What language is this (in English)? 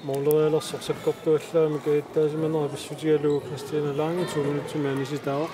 Kalaallisut